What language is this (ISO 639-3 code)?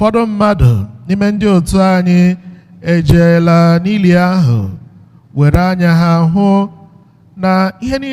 ibo